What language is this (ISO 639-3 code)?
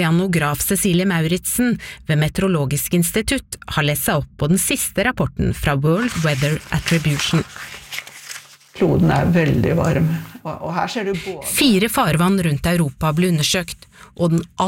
nor